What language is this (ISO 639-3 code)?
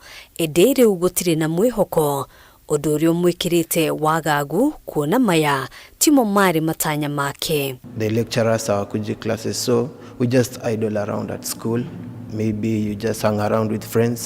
kik